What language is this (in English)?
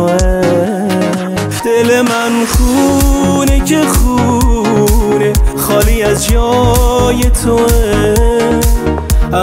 Persian